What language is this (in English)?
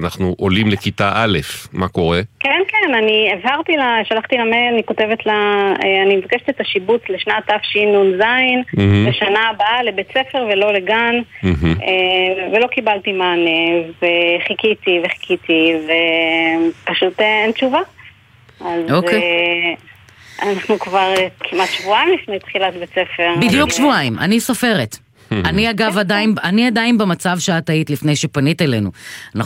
Hebrew